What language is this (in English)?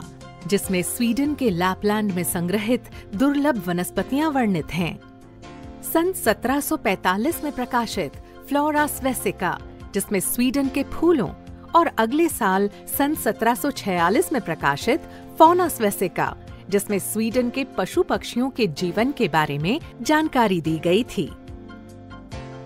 Hindi